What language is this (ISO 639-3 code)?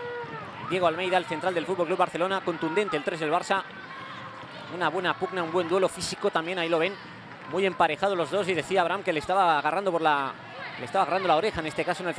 spa